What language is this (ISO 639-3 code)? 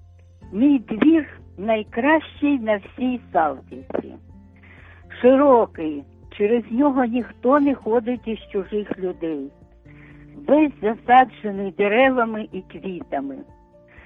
ukr